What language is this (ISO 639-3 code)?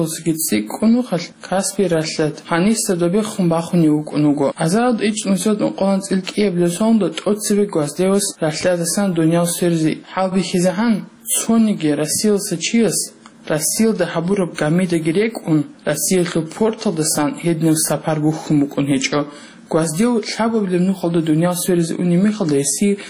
ava